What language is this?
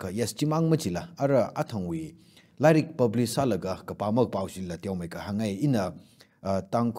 Tangkhul Naga (India)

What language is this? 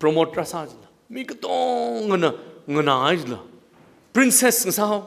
Tangkhul Naga (India)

